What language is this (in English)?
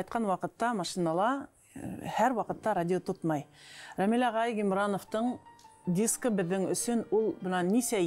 Bashkir